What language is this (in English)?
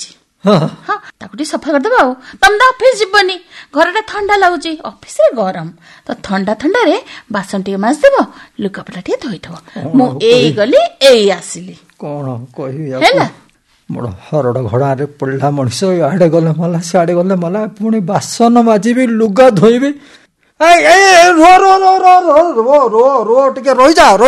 Odia